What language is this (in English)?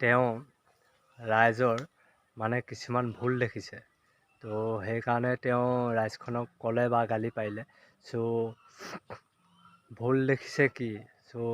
Assamese